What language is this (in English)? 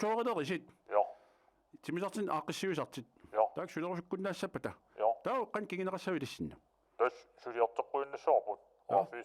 Kalaallisut